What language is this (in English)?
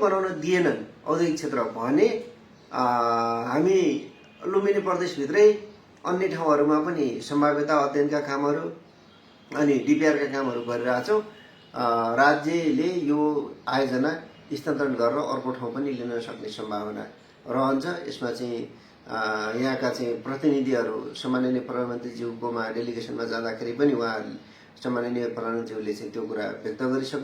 Nepali